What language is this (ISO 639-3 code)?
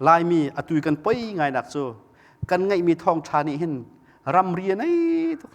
cnh